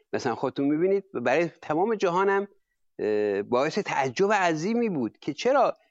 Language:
Persian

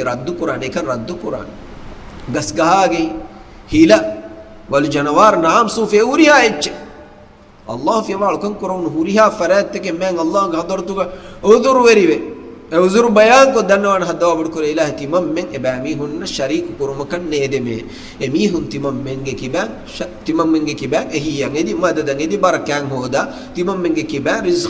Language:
Divehi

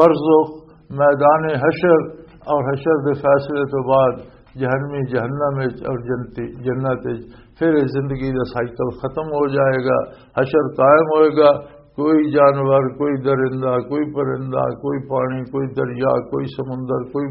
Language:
Western Panjabi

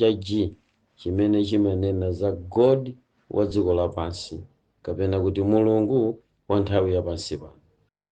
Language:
Nyanja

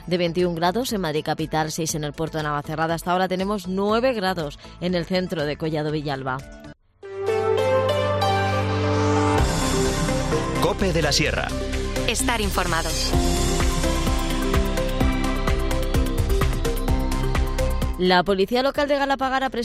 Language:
Spanish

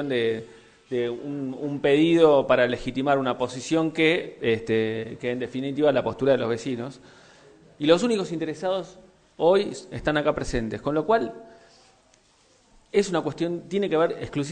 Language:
Spanish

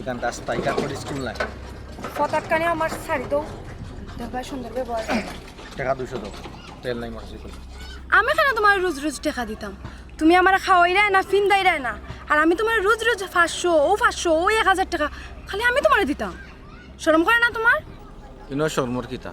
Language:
Sylheti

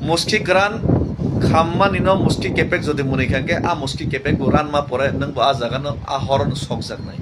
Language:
Kok Borok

